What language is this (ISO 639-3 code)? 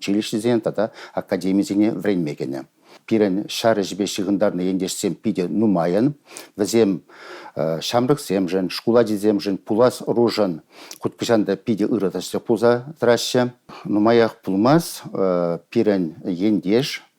chv